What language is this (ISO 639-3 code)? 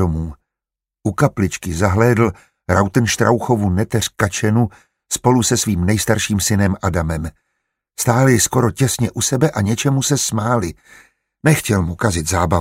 ces